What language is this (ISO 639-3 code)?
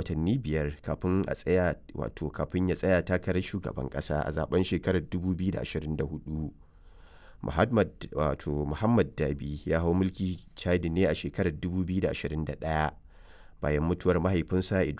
hau